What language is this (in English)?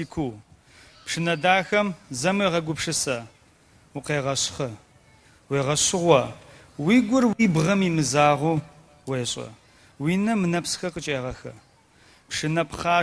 Adyghe